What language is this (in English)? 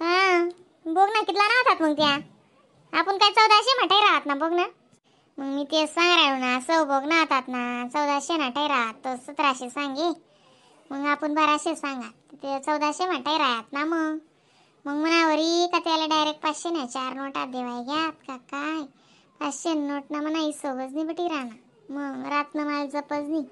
Khandesi